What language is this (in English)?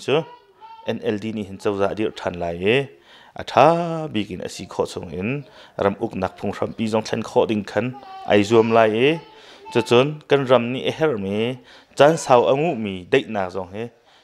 Hakha Chin